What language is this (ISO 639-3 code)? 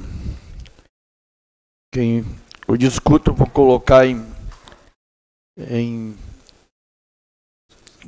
por